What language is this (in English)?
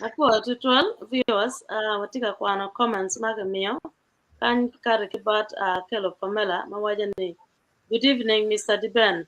Acoli